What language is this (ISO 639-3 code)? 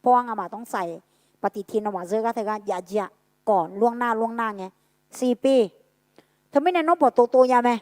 ahk